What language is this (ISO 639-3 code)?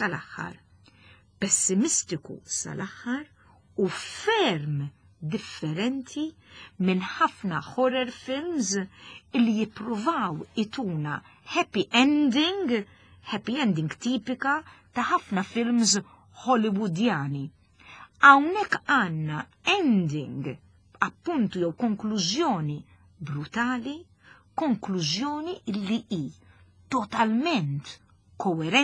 mlt